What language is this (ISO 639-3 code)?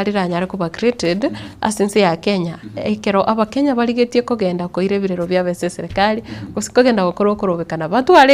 guz